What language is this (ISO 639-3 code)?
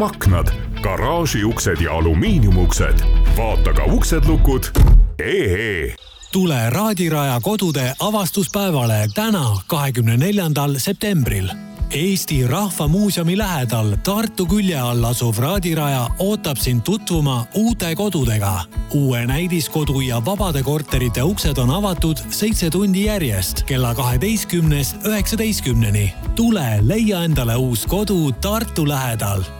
est